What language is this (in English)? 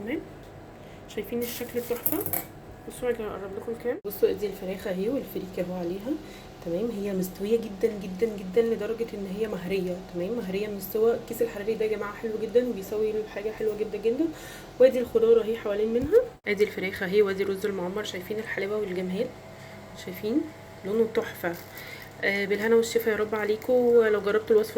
Egyptian Arabic